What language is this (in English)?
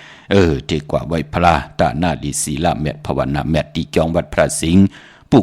Shan